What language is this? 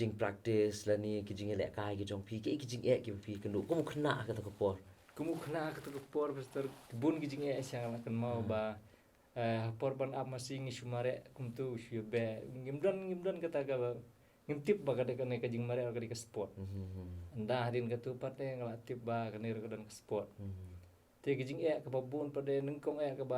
Khasi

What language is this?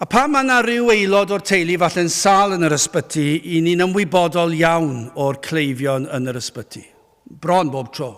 Welsh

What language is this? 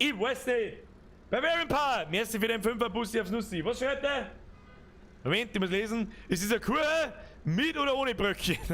Bavarian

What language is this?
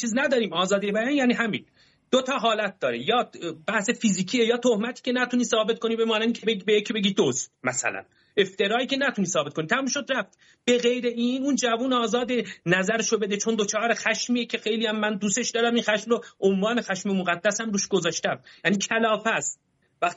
Persian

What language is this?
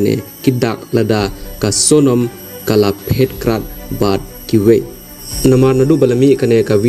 Khasi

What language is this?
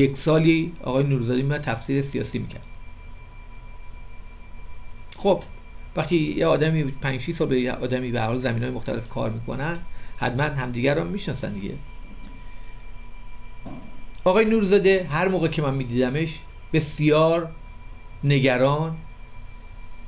Persian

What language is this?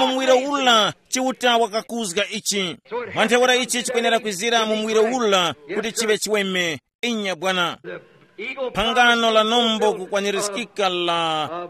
Tumbuka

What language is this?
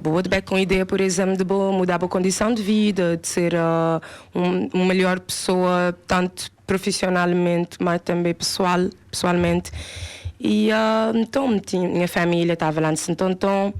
Kabuverdianu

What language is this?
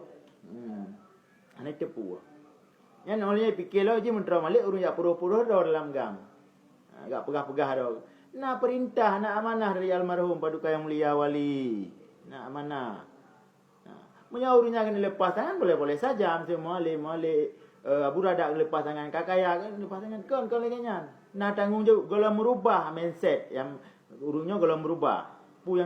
Achinese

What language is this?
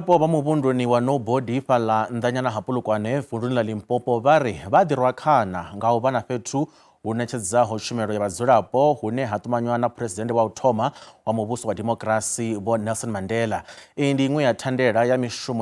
Venda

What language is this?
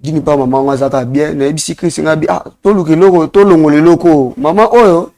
Lingala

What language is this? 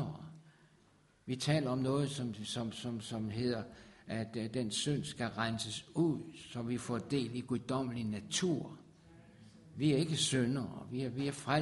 Danish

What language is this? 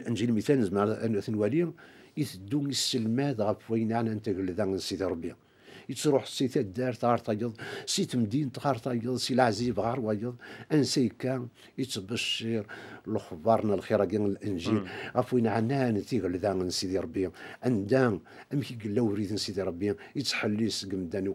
Kabyle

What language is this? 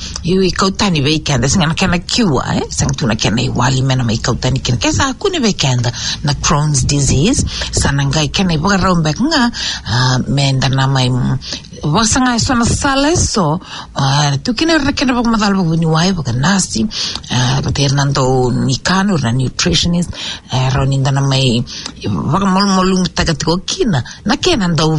Fijian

